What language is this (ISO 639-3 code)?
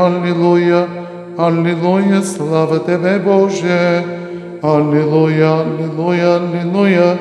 bul